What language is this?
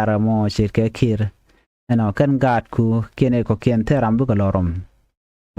Nuer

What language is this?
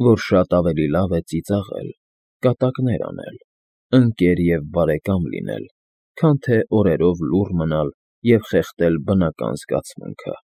Armenian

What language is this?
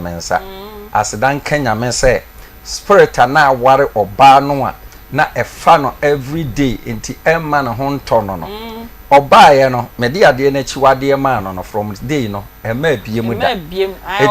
Akan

